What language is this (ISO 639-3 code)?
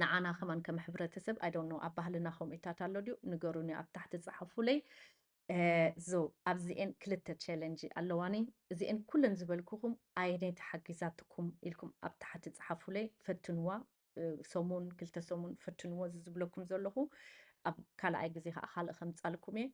tir